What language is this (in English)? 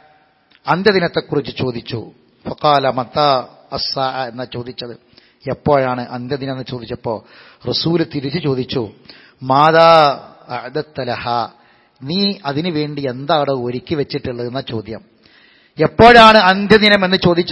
Malayalam